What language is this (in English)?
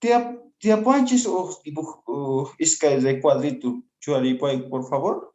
Quechua